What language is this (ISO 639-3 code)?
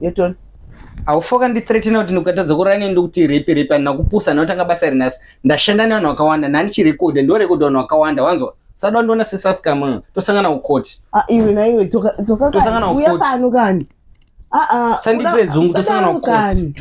sna